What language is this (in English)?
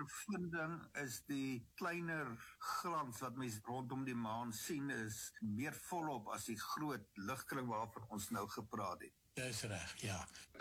Afrikaans